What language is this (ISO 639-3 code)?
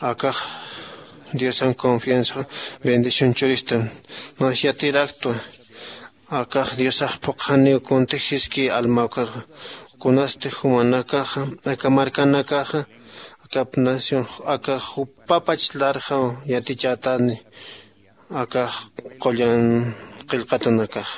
aym